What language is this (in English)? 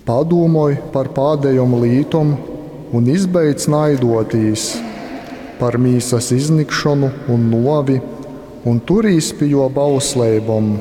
Latgalian